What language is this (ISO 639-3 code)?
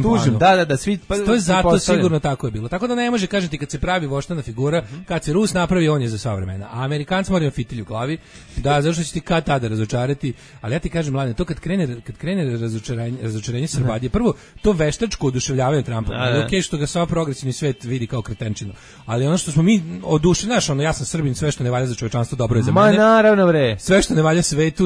srp